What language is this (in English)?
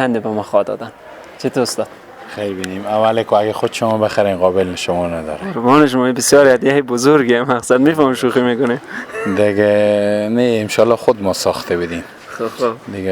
Persian